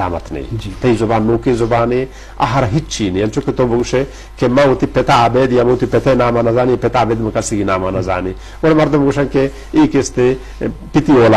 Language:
Eastern Balochi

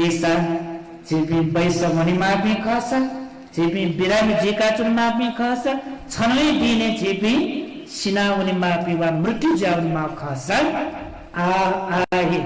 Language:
Newari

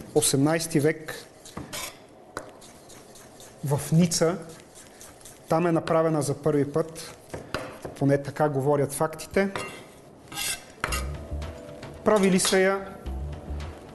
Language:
Bulgarian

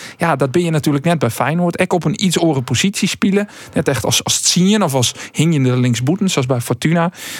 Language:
Western Frisian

